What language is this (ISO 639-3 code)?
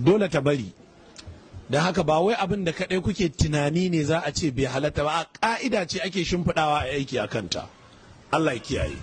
hau